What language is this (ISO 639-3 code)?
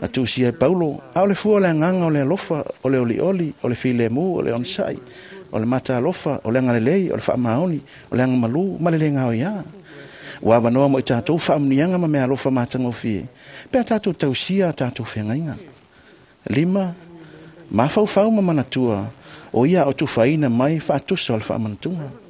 smo